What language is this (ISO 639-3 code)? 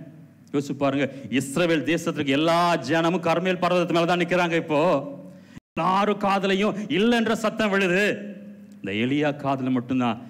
tam